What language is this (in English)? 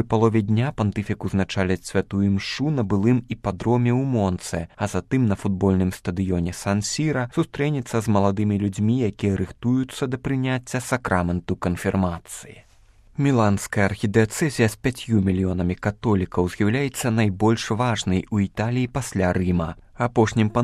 Belarusian